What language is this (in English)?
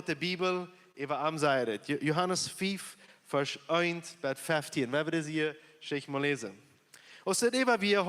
Plautdietsch